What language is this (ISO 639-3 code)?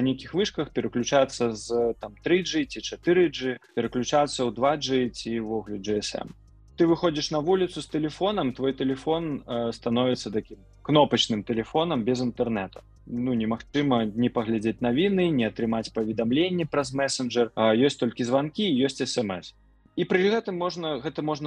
bel